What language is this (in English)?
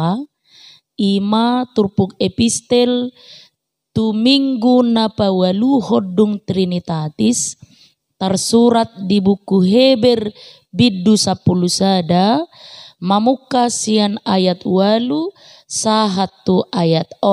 Batak Toba